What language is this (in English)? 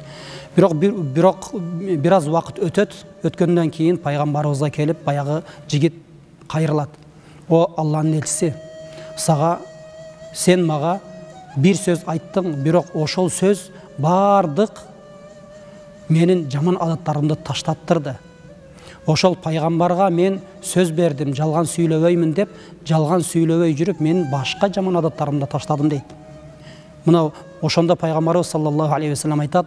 Kyrgyz